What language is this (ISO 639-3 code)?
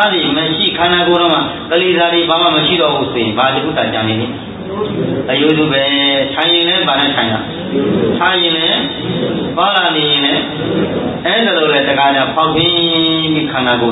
mya